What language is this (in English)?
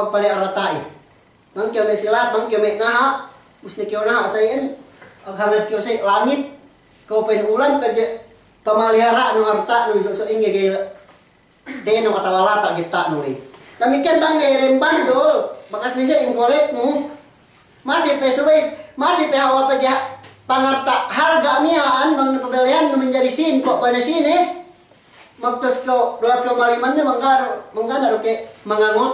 Yakan